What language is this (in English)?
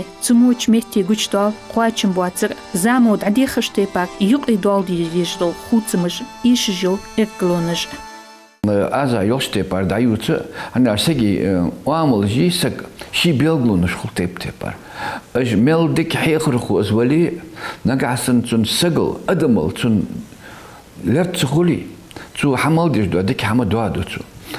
Ingush